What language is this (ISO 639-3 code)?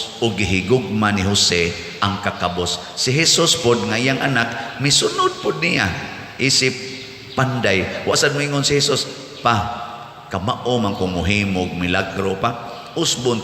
ceb